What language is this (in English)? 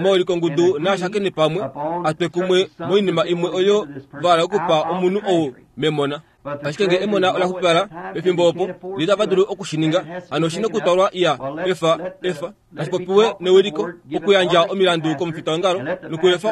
Kuanyama